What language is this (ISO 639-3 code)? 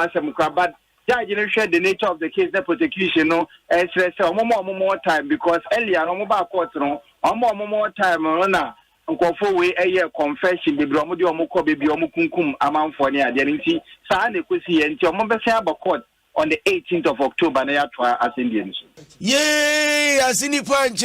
aka